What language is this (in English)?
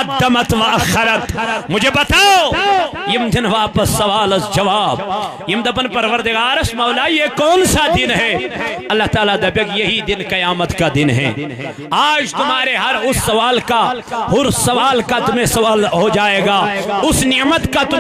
Kashmiri